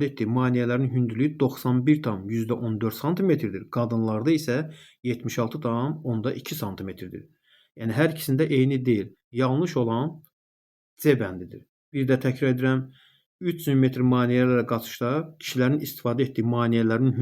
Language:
Azerbaijani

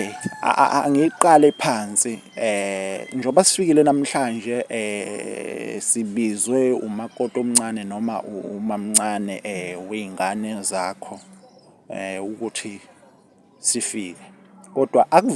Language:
Zulu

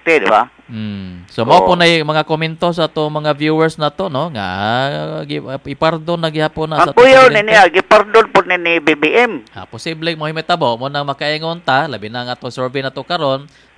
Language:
Cebuano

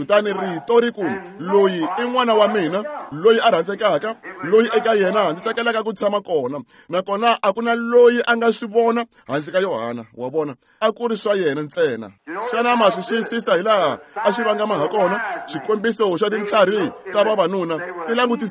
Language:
Tsonga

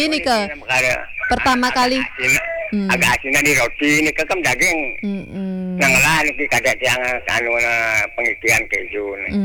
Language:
Balinese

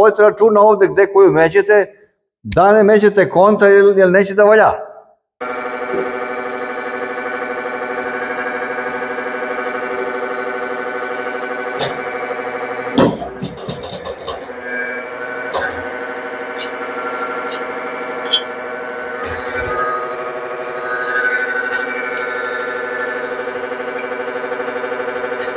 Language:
Serbian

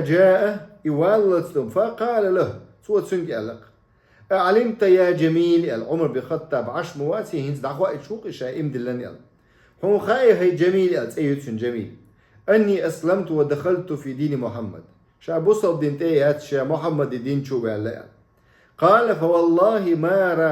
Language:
Chechen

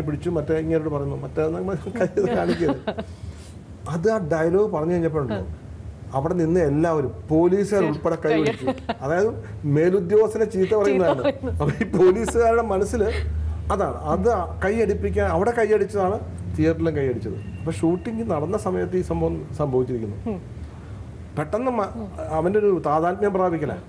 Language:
Malayalam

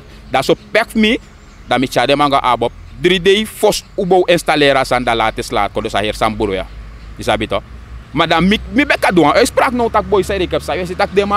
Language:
Sranan Tongo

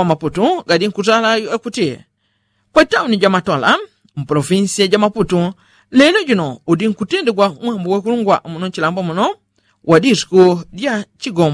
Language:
Yao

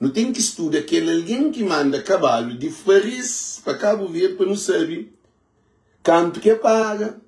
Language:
Kabuverdianu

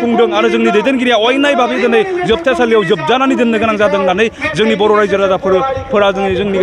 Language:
Bodo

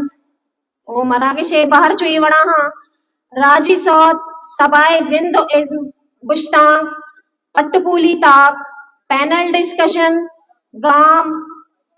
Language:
Baluchi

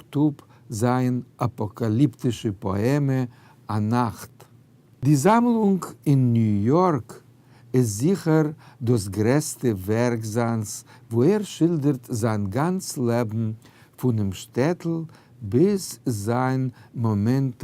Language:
Yiddish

